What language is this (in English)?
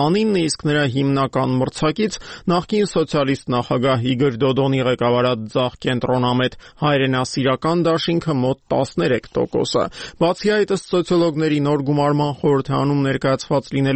Armenian